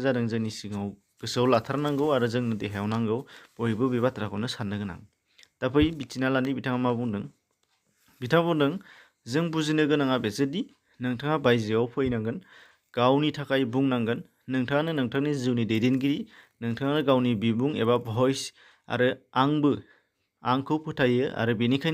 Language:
Bodo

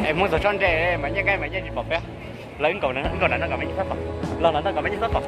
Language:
Hmong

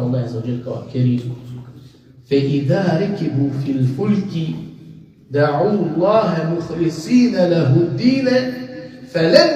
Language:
Balkan Romani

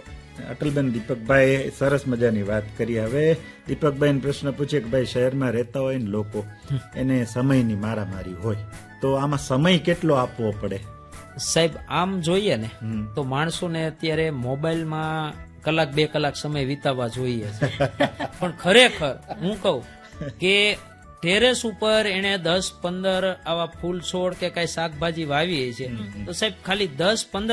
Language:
Gujarati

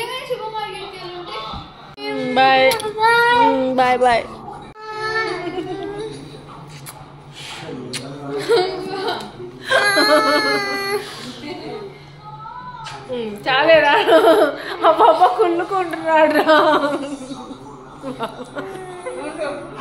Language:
Telugu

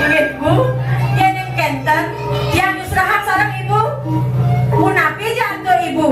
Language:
Balinese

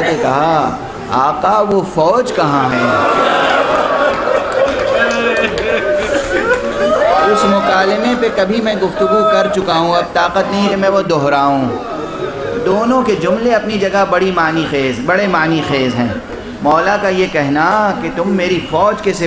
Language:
Urdu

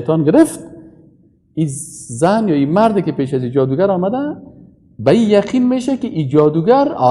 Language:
Persian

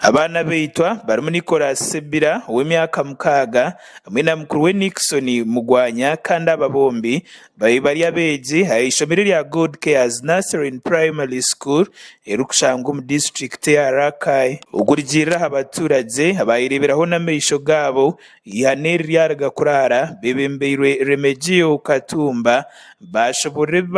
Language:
Nyankole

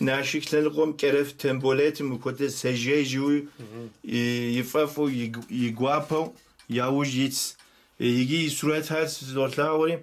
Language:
Kabardian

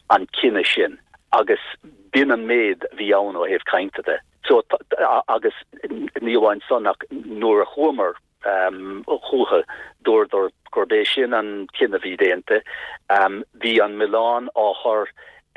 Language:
Irish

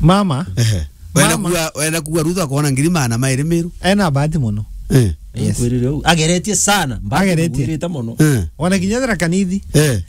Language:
Meru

